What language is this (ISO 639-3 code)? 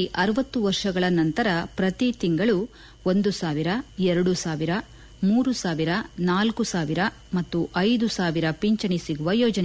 kan